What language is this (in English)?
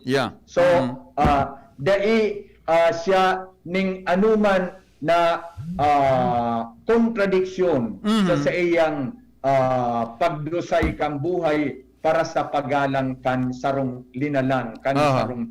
Bikol